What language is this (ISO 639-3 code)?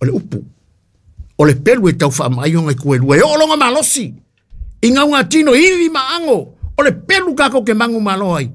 smo